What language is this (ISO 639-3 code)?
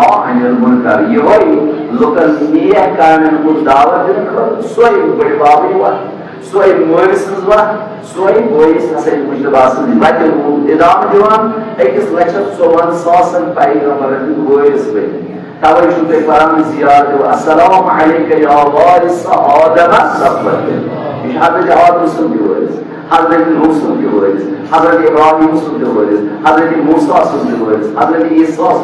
kas